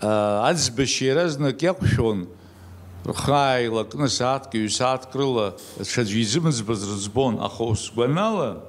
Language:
Abkhazian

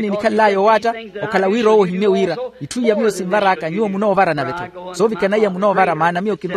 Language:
Makhuwa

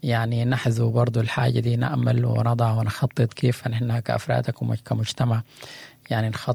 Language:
Sudanese Arabic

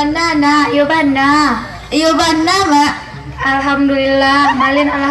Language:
Minangkabau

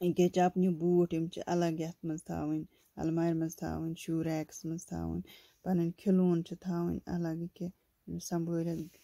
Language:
Kashmiri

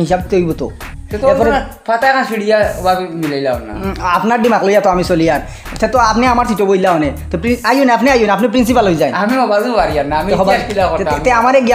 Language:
Sylheti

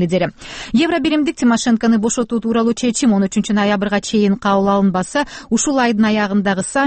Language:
Kyrgyz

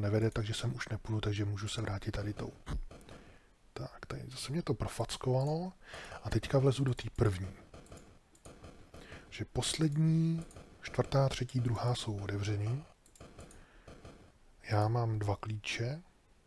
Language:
Czech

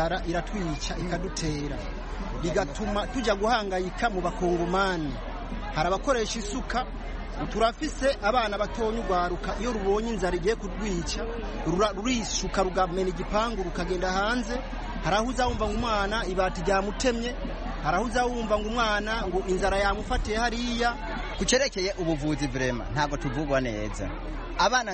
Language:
Kinyarwanda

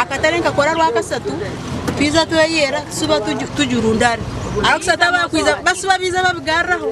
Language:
Nyankole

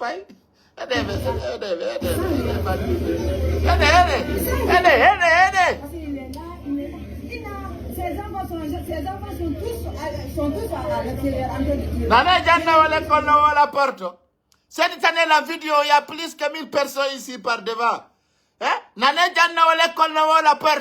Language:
Pular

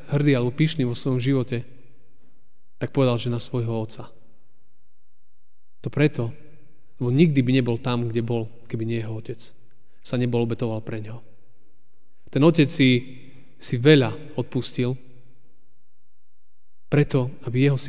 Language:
Slovak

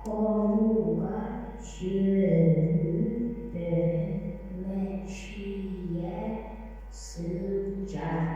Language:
Yakut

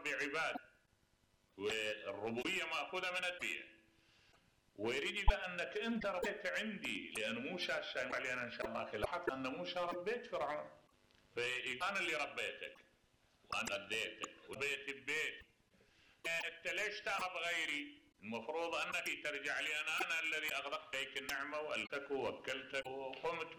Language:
Mesopotamian Arabic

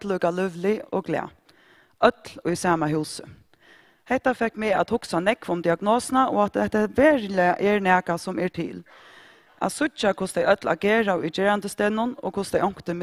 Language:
Faroese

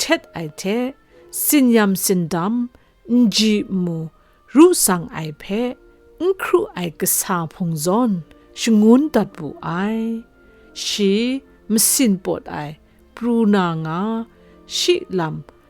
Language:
Kachin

